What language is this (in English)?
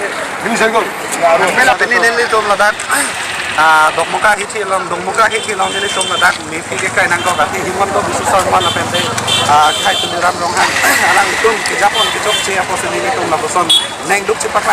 Karbi